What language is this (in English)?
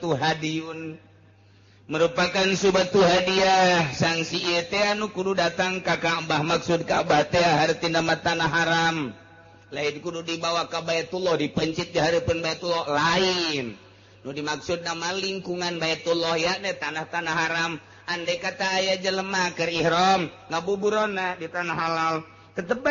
Sundanese